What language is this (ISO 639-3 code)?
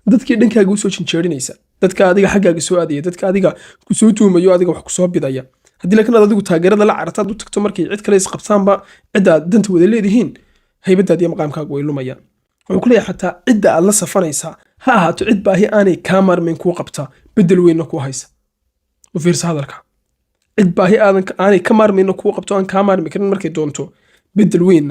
som